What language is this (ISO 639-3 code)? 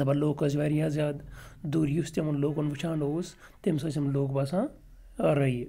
kas